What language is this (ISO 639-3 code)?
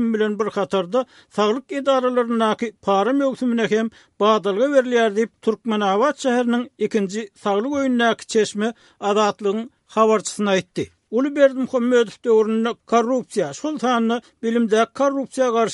tuk